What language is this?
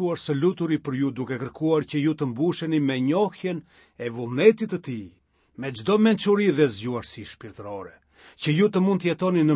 Albanian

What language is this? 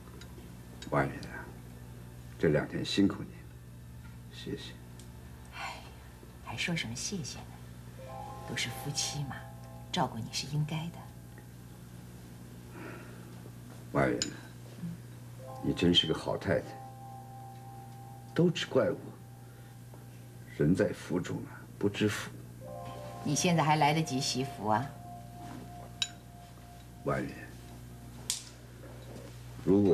Chinese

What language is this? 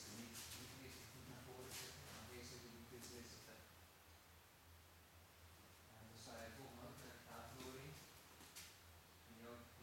Dutch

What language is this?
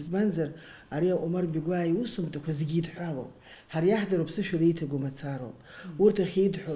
Abkhazian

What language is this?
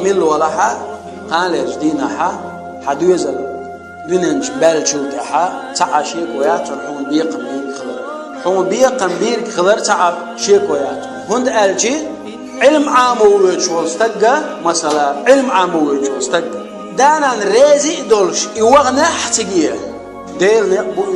Chechen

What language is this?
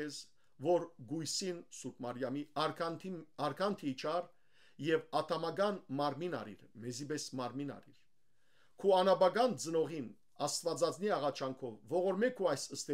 Western Armenian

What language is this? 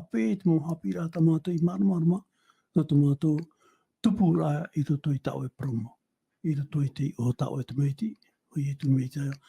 Tahitian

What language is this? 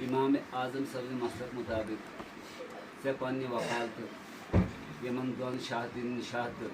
Kashmiri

